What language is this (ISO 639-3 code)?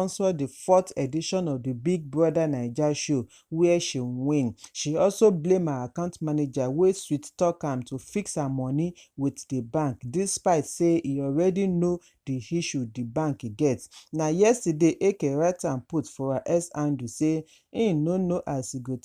pcm